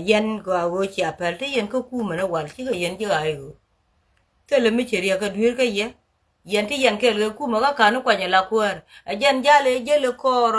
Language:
Nuer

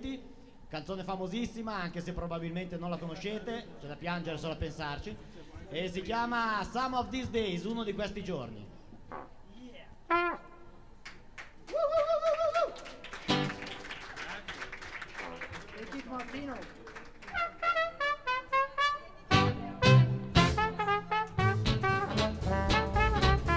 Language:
Italian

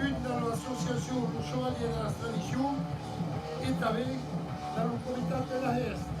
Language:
Occitan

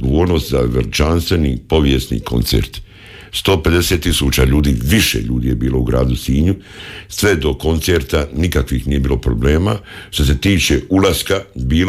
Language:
Croatian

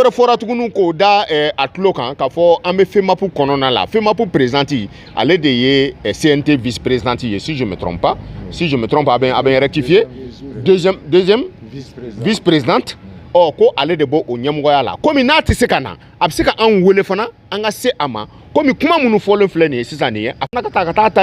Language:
Bambara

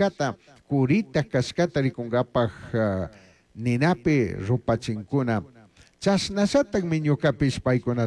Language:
Chimborazo Highland Quichua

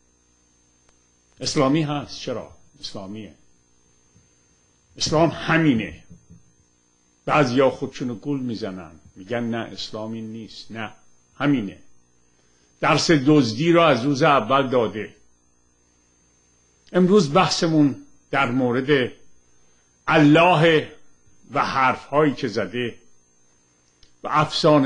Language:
Persian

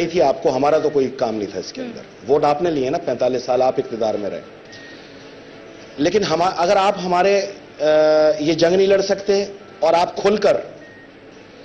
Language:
Urdu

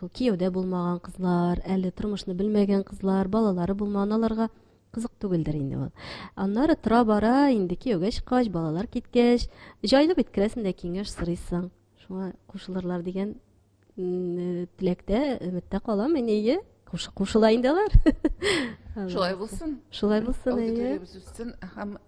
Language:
Tatar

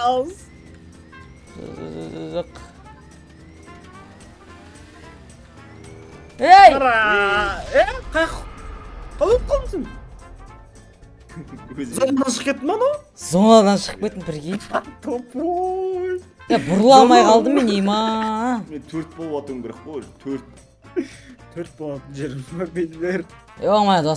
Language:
Kazakh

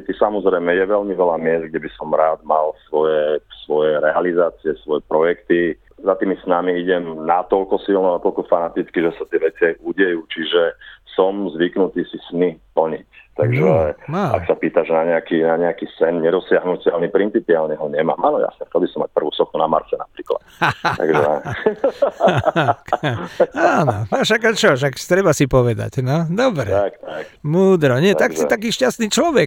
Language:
Slovak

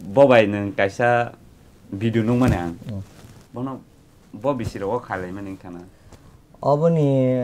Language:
Kok Borok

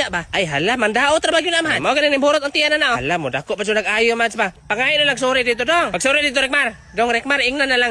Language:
Cebuano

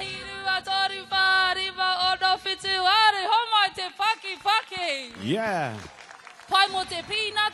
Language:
Māori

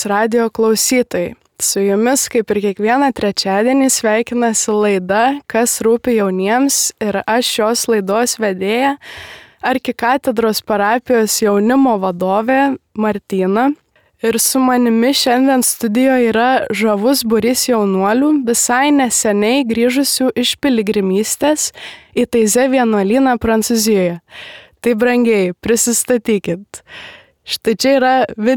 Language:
Lithuanian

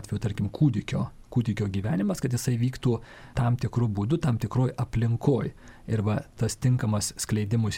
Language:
Lithuanian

